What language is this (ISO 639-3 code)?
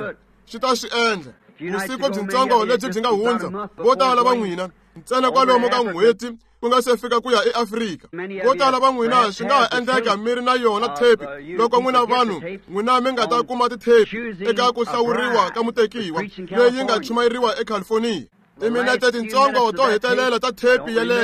tso